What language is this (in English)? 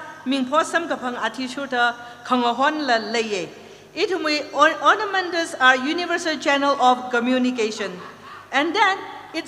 Tangkhul Naga (India)